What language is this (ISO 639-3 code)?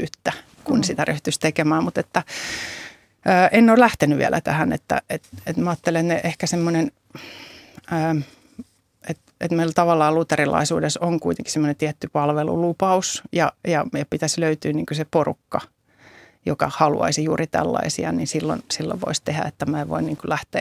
fin